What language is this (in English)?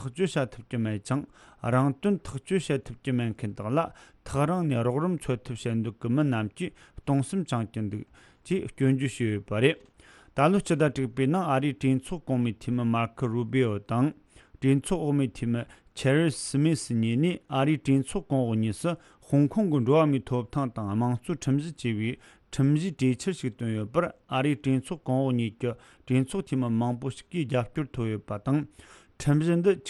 Tibetan